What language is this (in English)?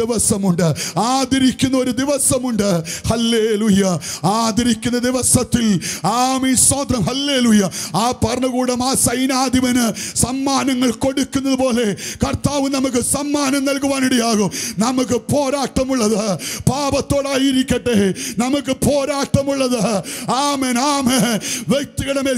Malayalam